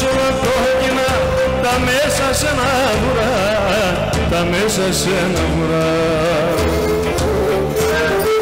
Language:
Greek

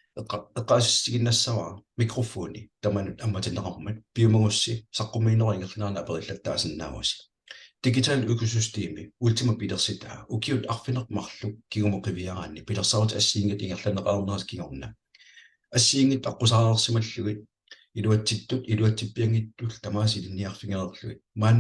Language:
Kalaallisut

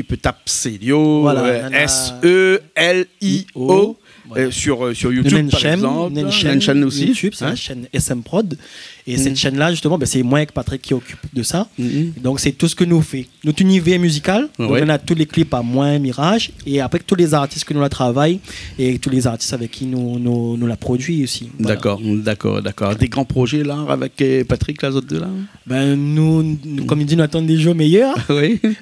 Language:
Réunion Creole French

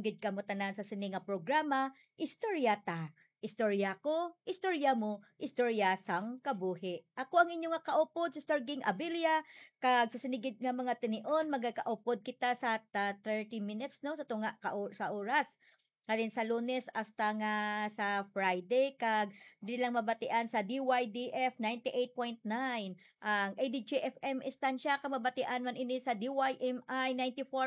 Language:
Hiligaynon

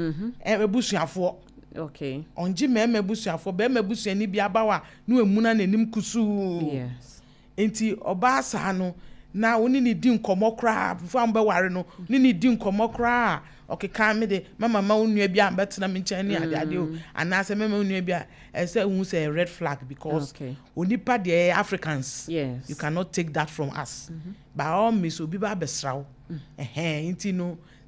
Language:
Akan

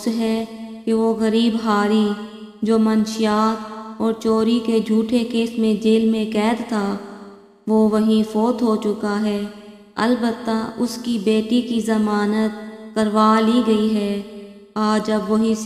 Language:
Urdu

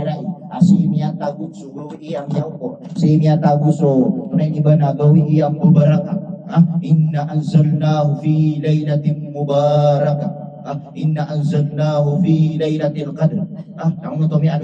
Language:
Maranao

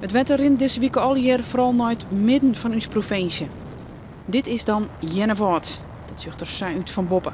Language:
Western Frisian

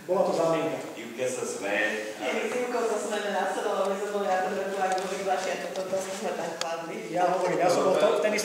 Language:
Slovak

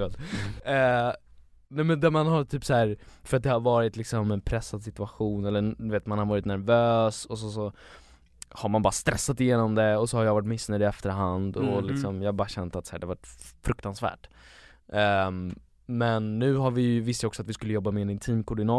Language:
Swedish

